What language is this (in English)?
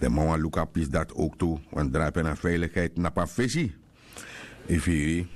Sranan Tongo